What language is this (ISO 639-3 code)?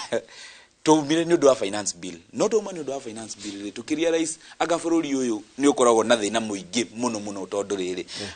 kik